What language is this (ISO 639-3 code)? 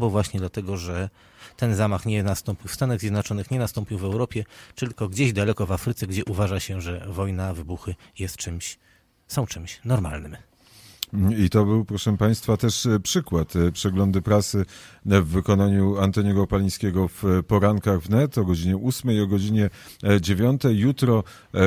pol